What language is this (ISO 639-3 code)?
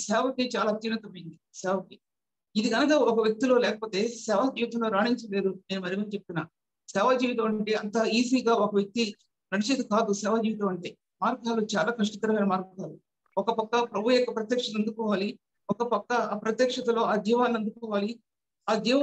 tel